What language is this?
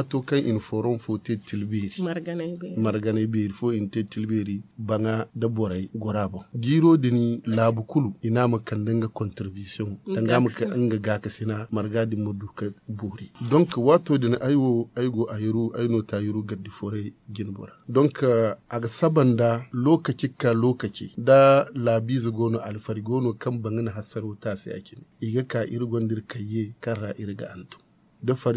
Zarma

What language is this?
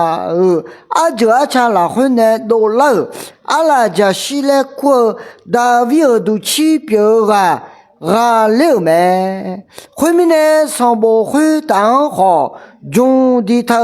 Akha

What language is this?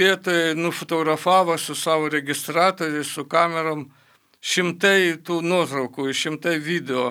Lithuanian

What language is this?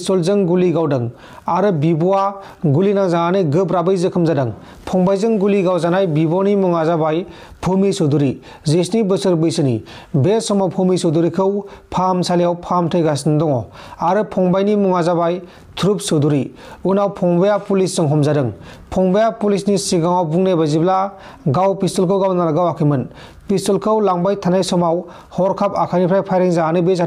Bodo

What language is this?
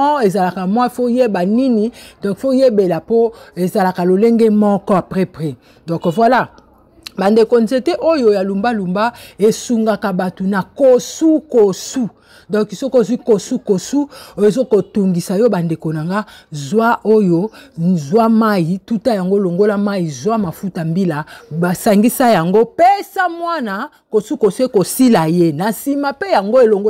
Lingala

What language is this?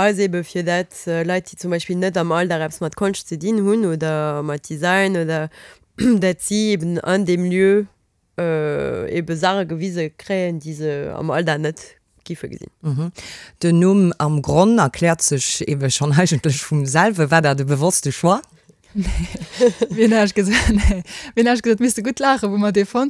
Luxembourgish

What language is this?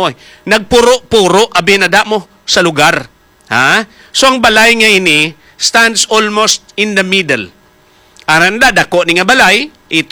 Hiligaynon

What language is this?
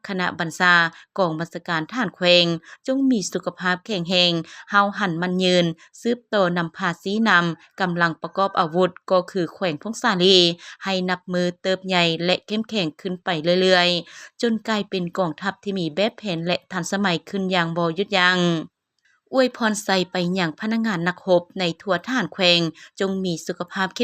Lao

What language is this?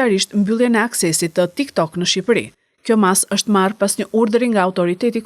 Albanian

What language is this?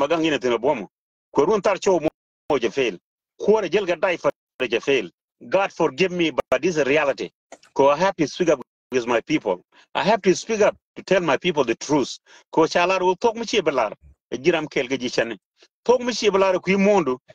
Nuer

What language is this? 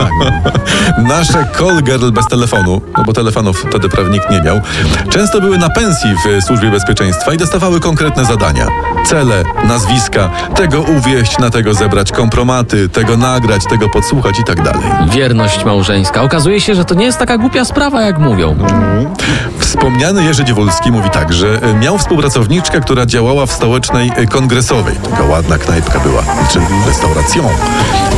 Polish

